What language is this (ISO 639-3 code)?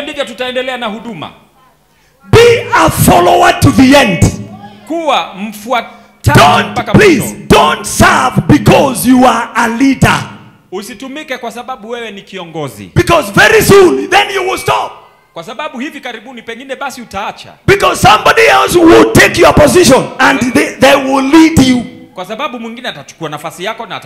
swa